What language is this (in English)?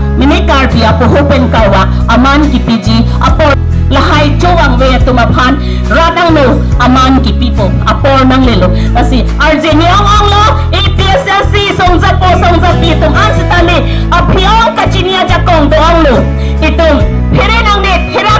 Karbi